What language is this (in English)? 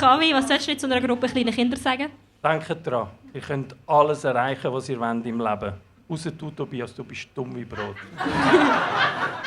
Swiss German